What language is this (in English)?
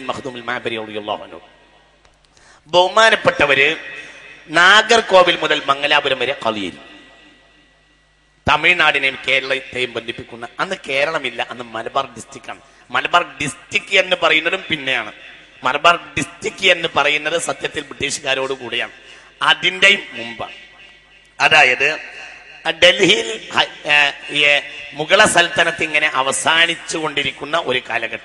Malayalam